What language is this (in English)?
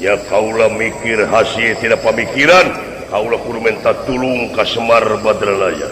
Sundanese